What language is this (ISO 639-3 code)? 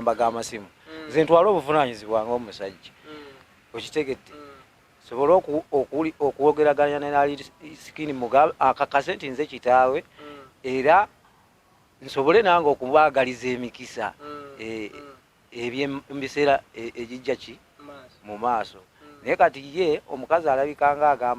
lug